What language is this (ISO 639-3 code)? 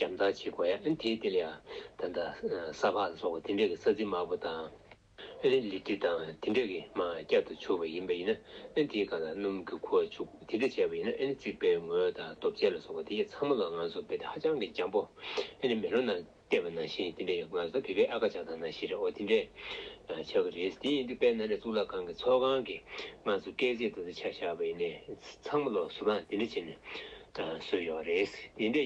bod